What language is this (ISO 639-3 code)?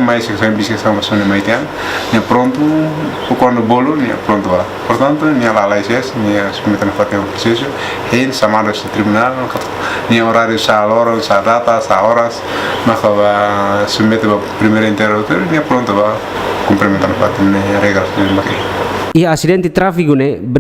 tet